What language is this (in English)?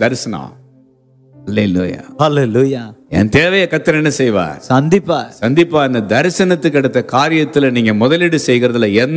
Tamil